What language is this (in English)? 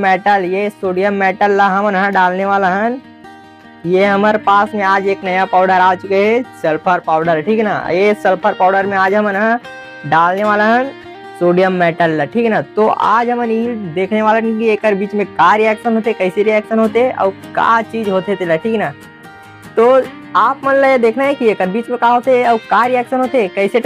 Chhattisgarhi